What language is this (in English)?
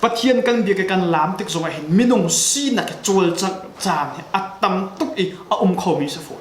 Hakha Chin